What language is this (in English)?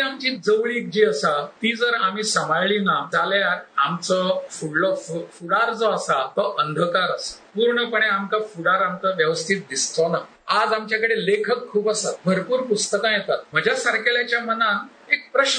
Konkani